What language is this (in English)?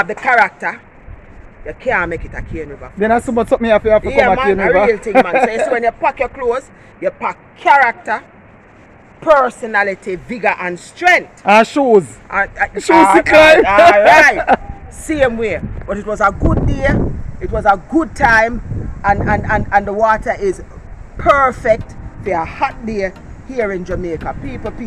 Jamaican Creole English